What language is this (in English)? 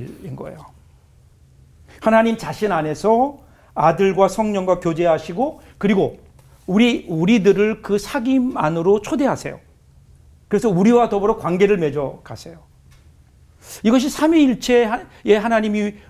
Korean